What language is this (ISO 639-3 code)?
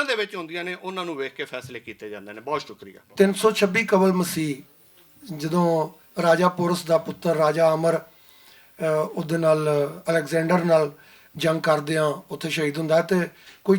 lah